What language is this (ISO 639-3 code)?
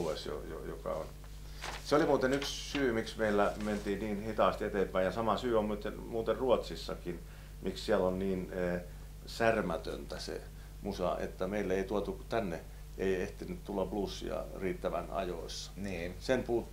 fin